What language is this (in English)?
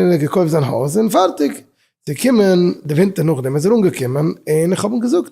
Yiddish